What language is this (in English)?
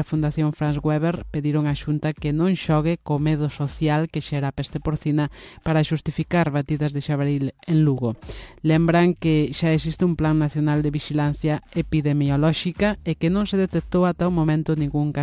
Galician